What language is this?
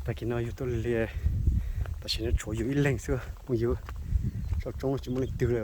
Hmong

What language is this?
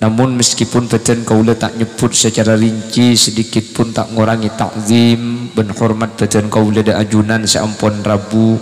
Madurese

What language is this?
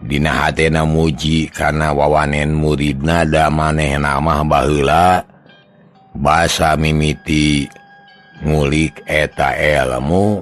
Sundanese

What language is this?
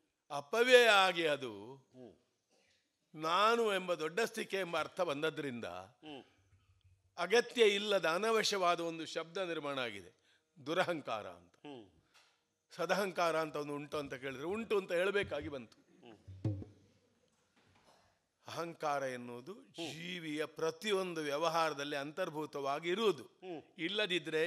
Kannada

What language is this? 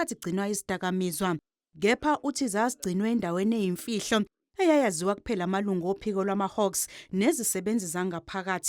Zulu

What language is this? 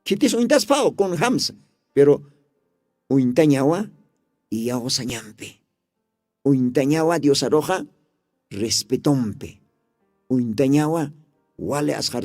Aymara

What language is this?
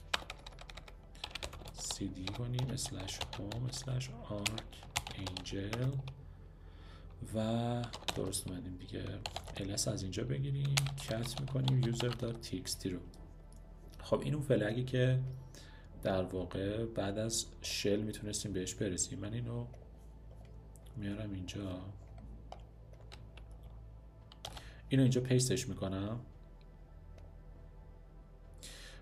Persian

